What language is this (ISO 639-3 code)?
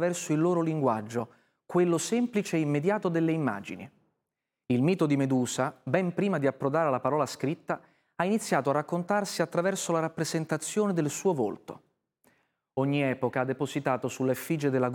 ita